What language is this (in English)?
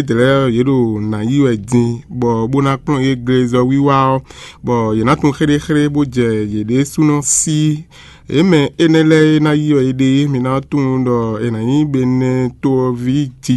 Fon